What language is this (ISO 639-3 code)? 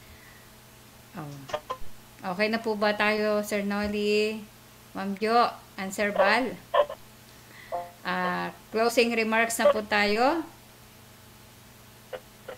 fil